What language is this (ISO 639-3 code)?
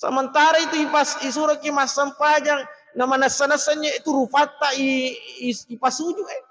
bug